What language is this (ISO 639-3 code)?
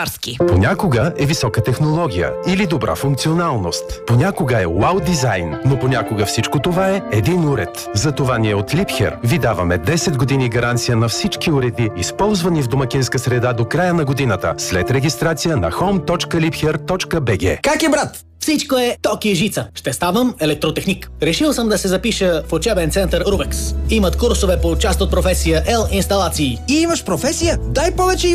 bul